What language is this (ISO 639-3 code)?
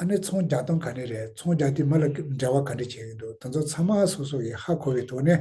bod